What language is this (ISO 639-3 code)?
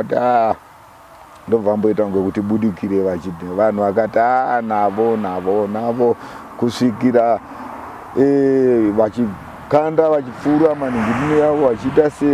sna